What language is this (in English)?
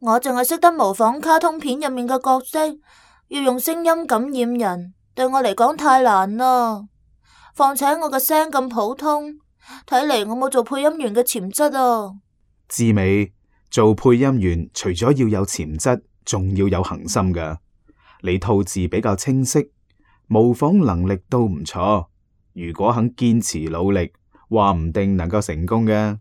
Cantonese